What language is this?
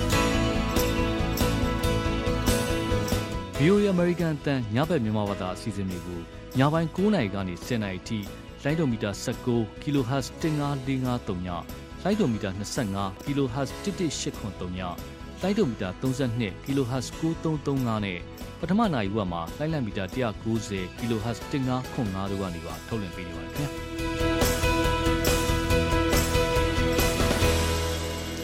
Burmese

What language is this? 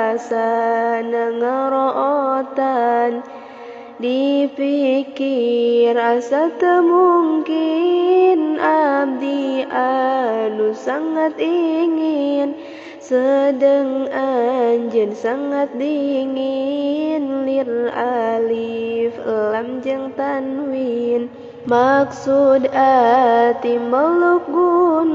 Sundanese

